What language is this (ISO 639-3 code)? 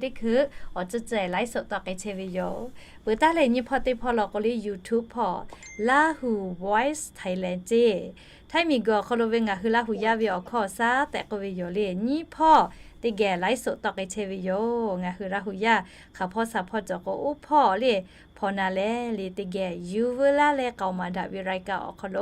lhu